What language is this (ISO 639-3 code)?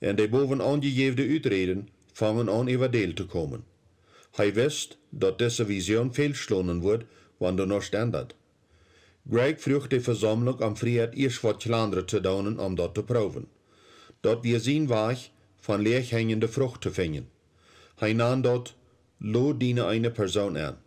pdt